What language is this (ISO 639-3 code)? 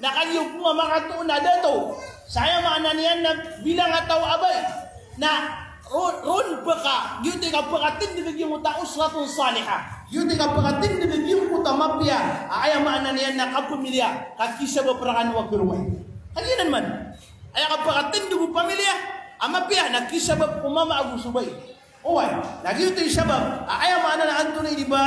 mrw